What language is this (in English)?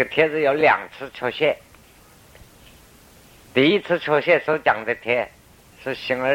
Chinese